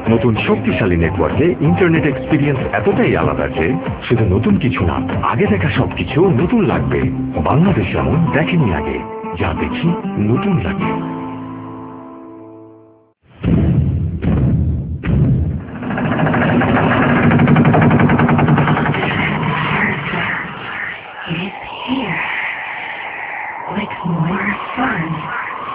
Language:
Bangla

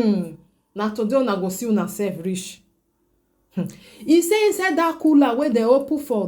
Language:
Nigerian Pidgin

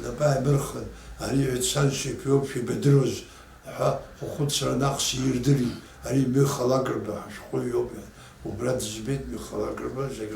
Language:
Abkhazian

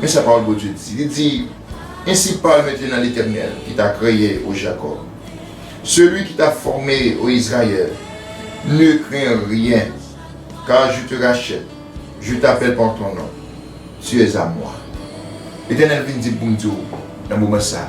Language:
Haitian Creole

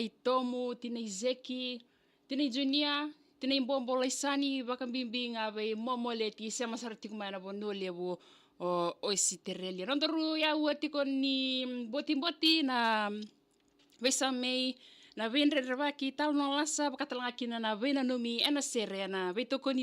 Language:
Fijian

